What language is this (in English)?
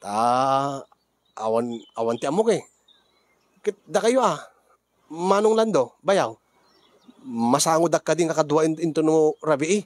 Iloko